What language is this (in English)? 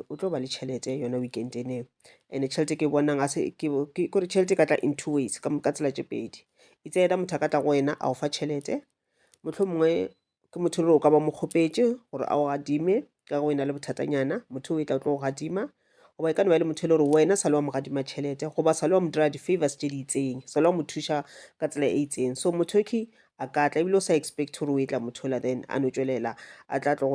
Northern Sotho